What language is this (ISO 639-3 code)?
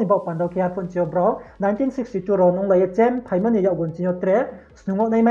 ria